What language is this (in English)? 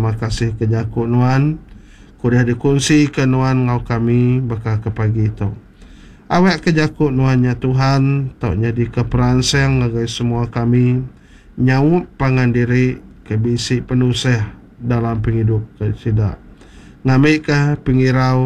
Iban